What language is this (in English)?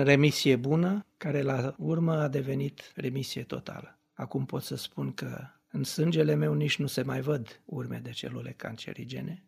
Romanian